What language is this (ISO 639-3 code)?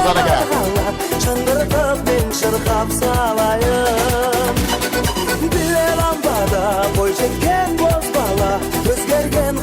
kaa